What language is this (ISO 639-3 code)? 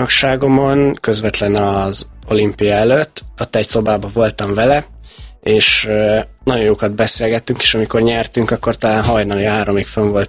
hun